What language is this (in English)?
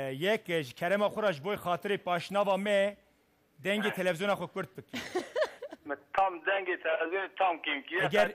Kurdish